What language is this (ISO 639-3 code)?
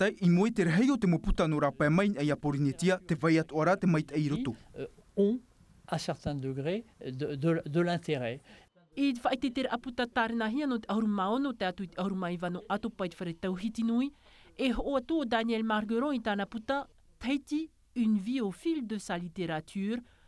tah